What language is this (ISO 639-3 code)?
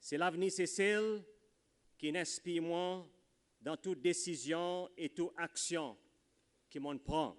crs